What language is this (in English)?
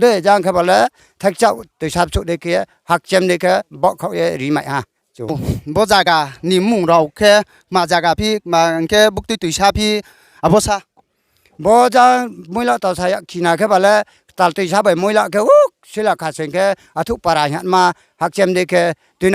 Riang (India)